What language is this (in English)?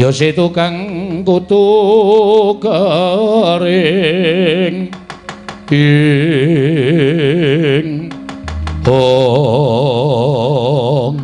Javanese